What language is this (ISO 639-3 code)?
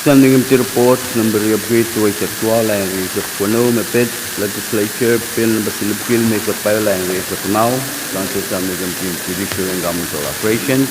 pon